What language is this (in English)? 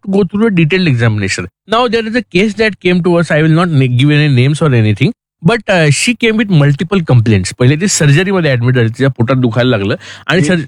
Marathi